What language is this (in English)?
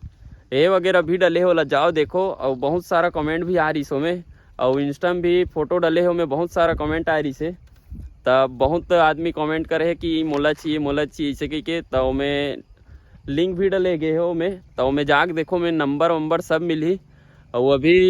Chhattisgarhi